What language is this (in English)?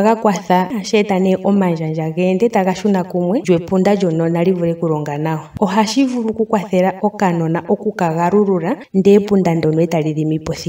Ndonga